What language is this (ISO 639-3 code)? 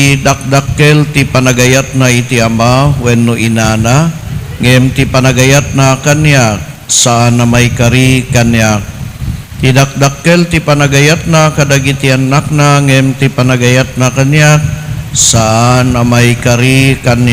ilo